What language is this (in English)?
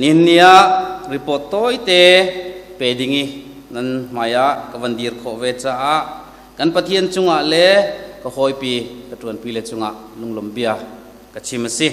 Hakha Chin